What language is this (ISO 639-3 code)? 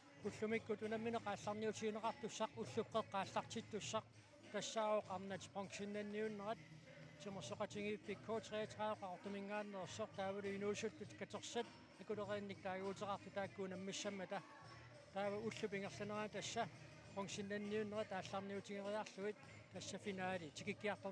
kal